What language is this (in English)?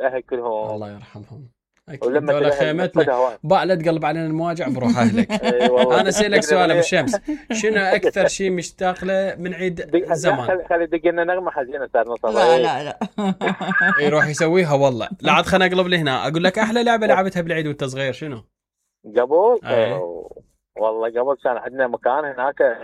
Mesopotamian Arabic